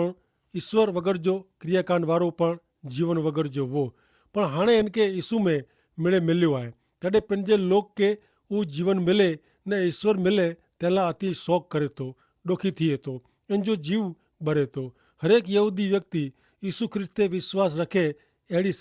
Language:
Kachhi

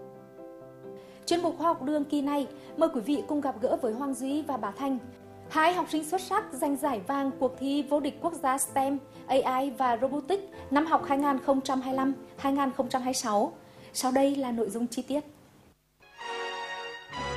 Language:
Vietnamese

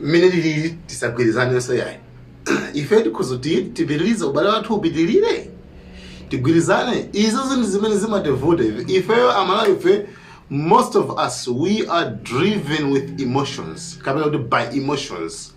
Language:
Nyanja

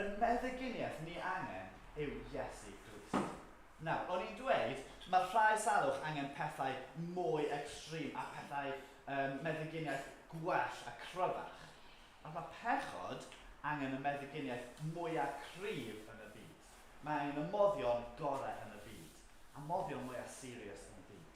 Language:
Welsh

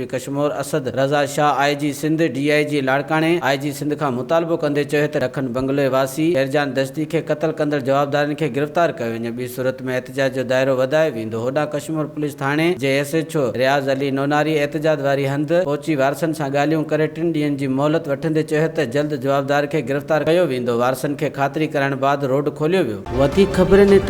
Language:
Sindhi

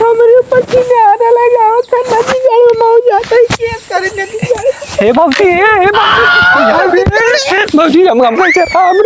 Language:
Awadhi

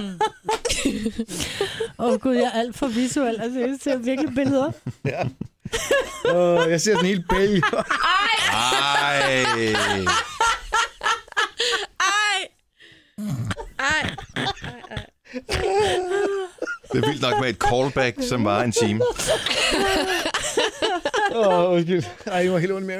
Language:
Danish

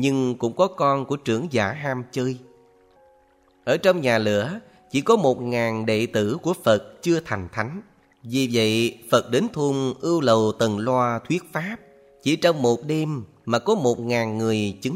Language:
Vietnamese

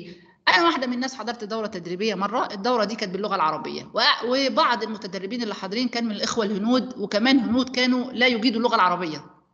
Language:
Egyptian Arabic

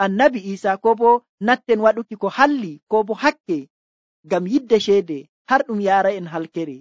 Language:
Nigerian Fulfulde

